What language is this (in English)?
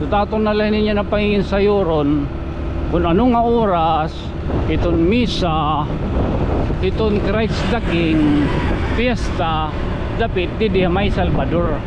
Waray